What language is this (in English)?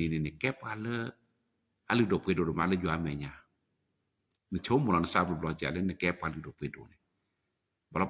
S'gaw Karen